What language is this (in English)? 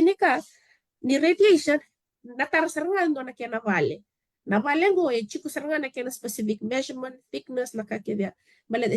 Fijian